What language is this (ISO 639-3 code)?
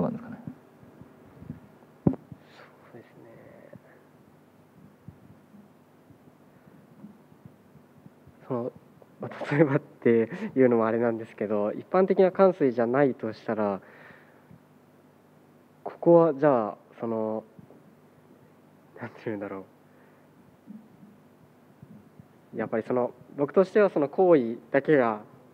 jpn